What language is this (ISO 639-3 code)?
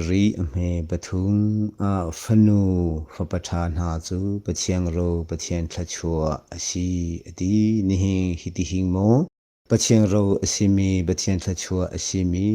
cnh